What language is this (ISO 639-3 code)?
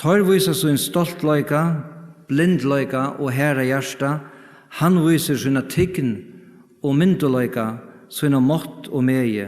fao